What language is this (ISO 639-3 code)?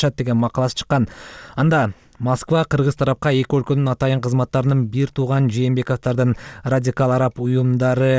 kir